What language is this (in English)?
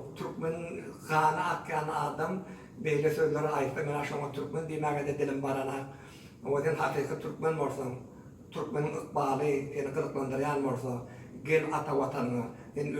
Turkmen